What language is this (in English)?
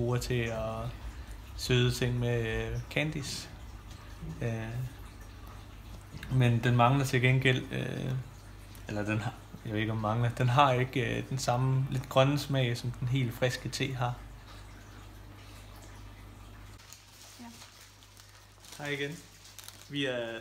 Danish